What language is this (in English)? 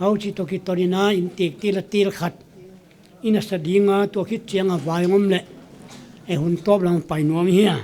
Paite Chin